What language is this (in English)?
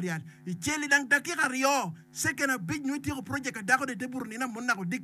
Acoli